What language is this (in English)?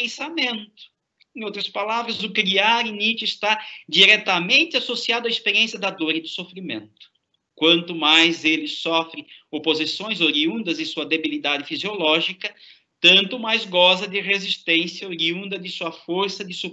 Portuguese